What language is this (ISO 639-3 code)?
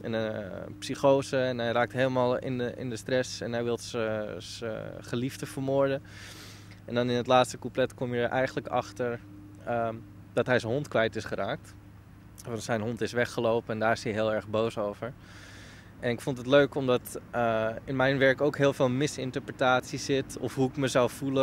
nld